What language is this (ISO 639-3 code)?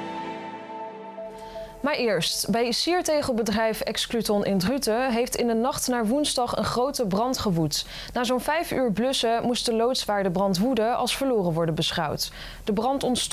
nld